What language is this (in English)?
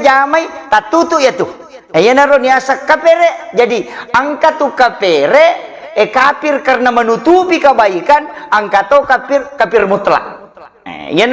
Buginese